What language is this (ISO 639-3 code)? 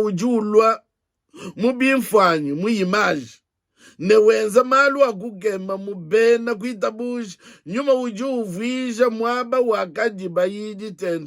lua